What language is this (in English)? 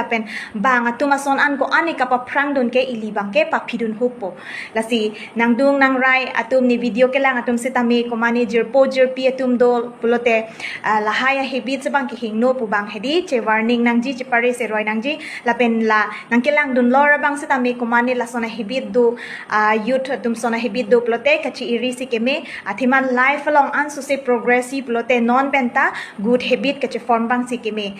Karbi